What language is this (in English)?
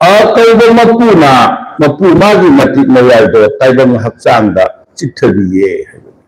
Manipuri